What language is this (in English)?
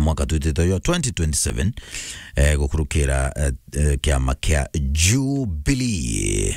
Meru